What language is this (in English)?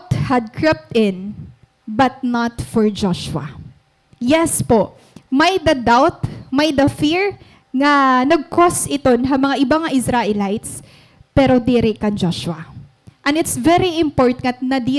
Waray